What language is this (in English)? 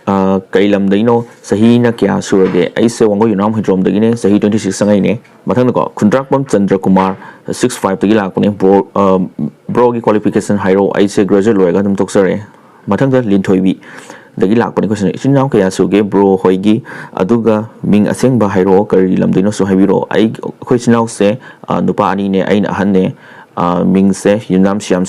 Manipuri